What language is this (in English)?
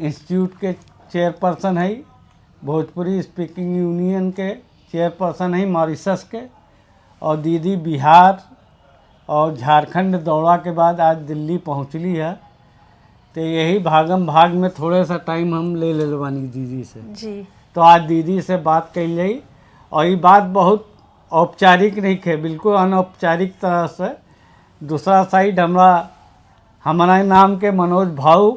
Bhojpuri